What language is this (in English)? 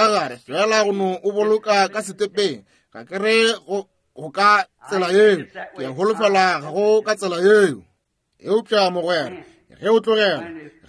Northern Sotho